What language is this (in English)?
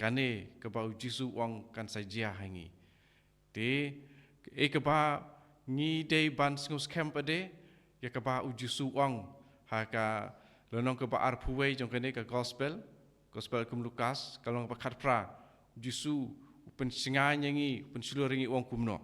Khasi